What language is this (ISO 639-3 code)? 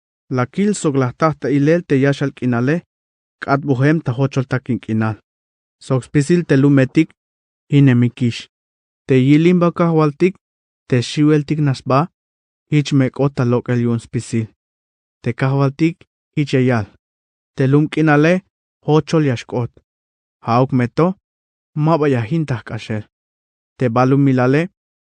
tzh